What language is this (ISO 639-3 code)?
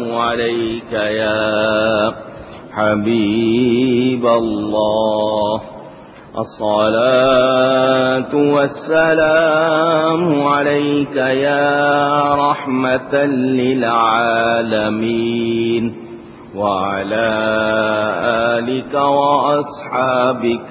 urd